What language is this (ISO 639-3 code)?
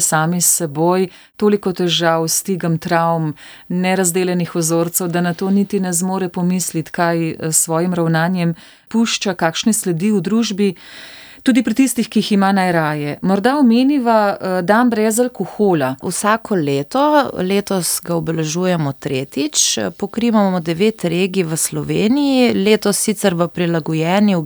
slv